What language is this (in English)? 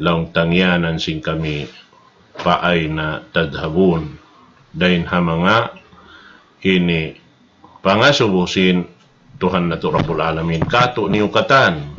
Tausug